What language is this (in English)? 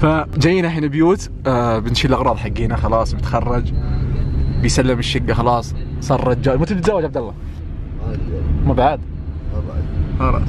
Najdi Arabic